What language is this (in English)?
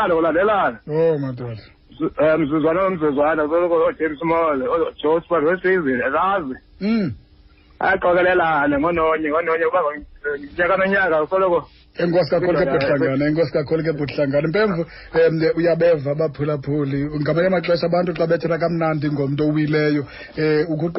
Xhosa